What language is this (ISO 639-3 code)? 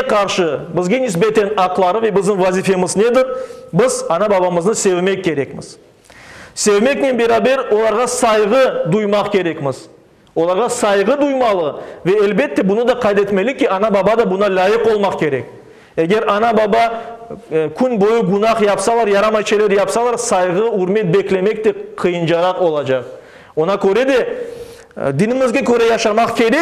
crh